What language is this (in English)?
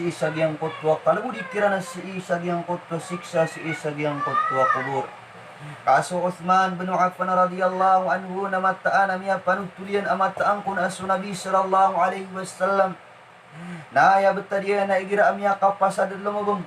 Maranao